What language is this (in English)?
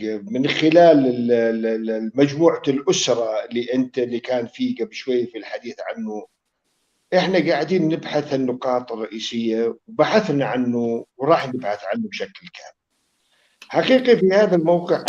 North Levantine Arabic